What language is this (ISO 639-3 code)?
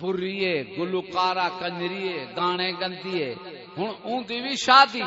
skr